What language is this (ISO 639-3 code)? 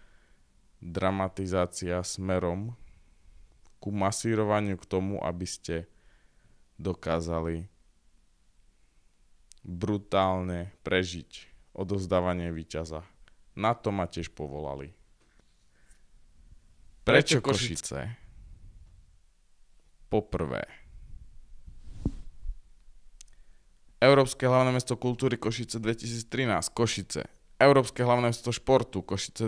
slk